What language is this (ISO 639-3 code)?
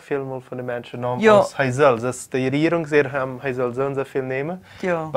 pdt